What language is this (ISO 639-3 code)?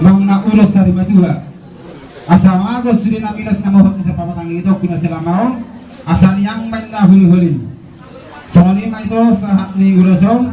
bbc